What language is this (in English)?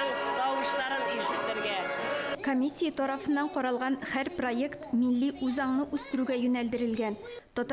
Tatar